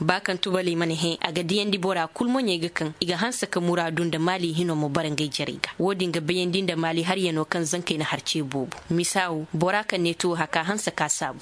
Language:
Koyraboro Senni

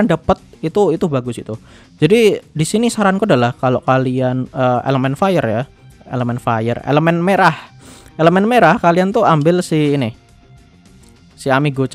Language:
Indonesian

